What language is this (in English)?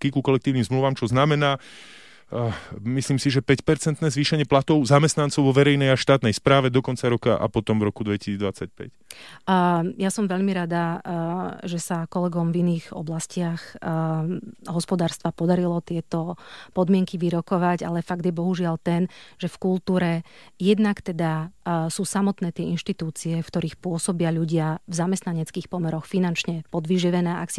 Slovak